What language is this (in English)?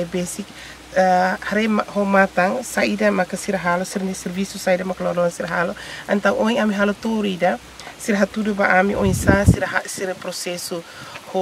Tetum